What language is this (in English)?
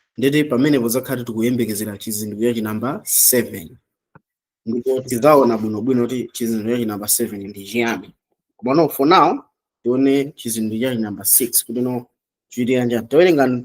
Nyanja